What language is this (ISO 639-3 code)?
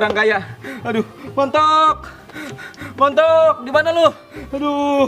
bew